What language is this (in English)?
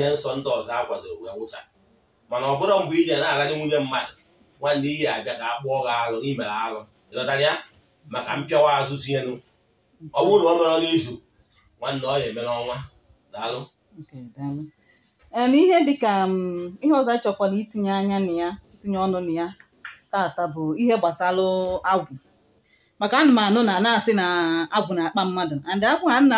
Igbo